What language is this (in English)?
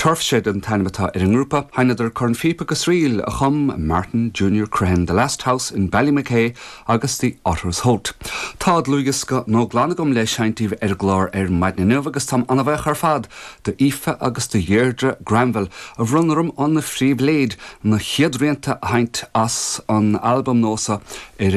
Irish